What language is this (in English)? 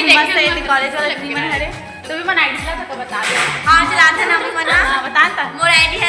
Chhattisgarhi